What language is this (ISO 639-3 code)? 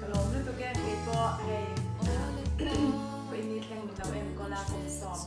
lus